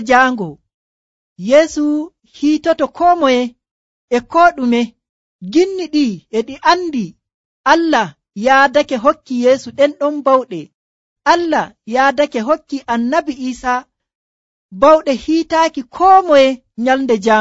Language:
Nigerian Fulfulde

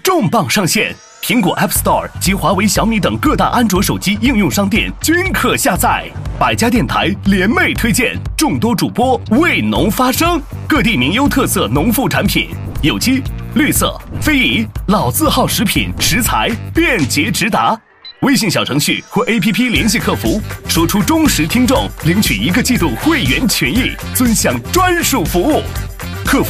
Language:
Chinese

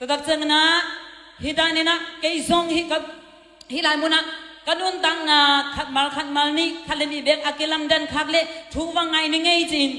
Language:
Tedim Chin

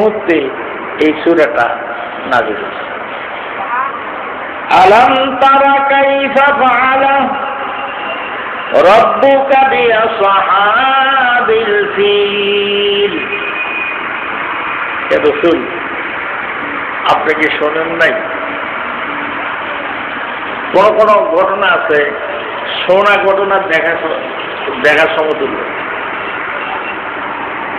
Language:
Bangla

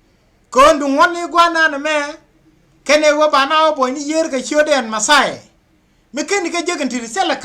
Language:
Nuer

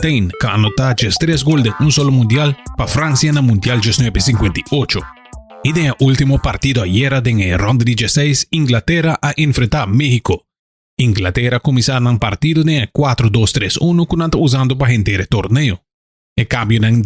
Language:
Papiamento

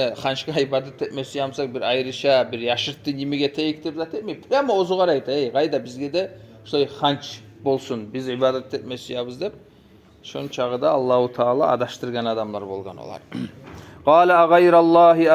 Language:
Kumyk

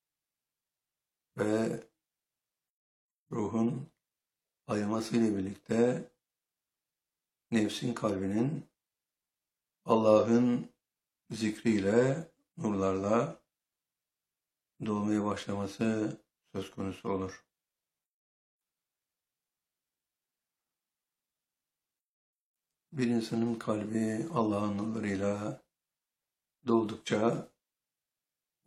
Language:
Turkish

